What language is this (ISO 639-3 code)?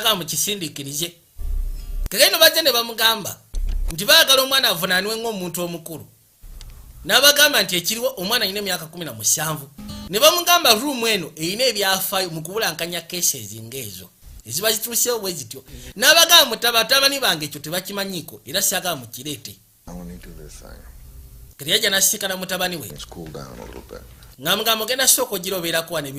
lug